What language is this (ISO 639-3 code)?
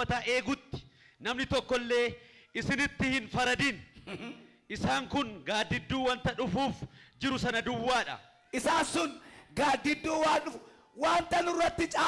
orm